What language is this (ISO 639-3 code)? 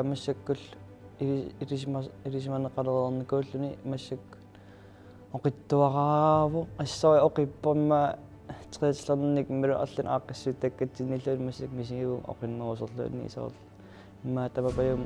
kal